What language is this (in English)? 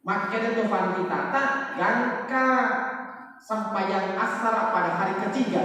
Buginese